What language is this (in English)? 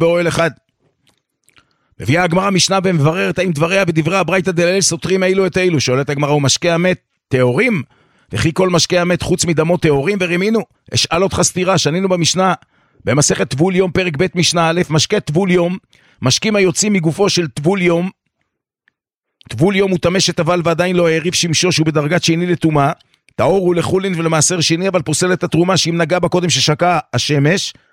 Hebrew